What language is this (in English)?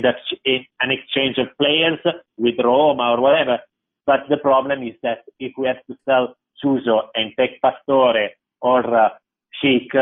English